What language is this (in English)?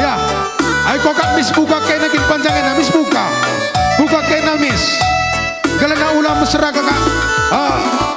Batak Karo